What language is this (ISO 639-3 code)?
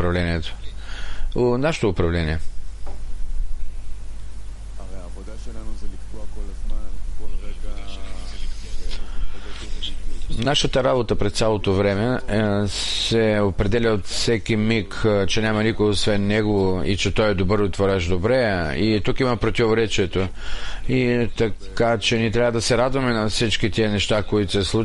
bul